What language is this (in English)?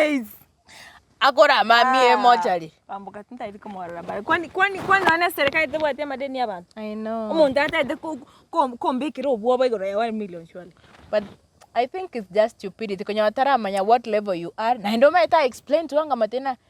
Gusii